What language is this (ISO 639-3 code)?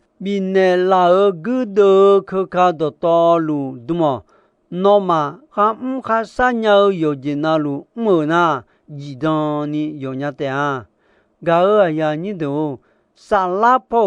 ahk